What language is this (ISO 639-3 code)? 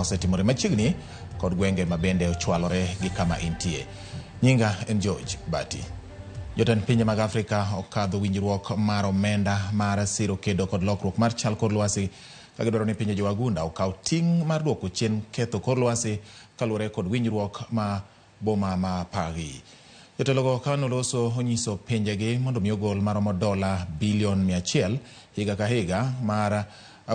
luo